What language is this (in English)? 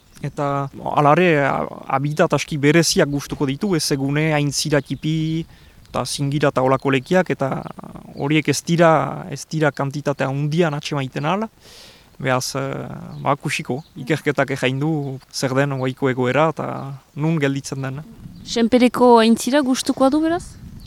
Basque